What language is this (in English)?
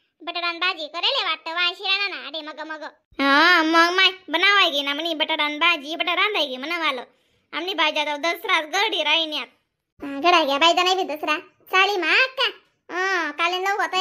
Khandesi